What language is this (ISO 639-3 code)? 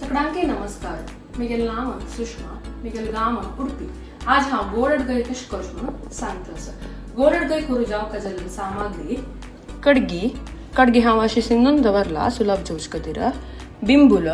kok